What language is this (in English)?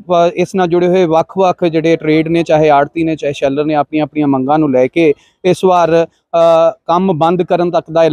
Punjabi